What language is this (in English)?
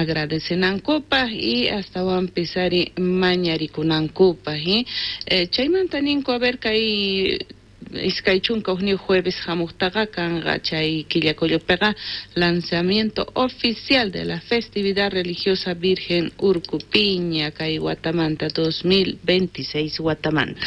South Bolivian Quechua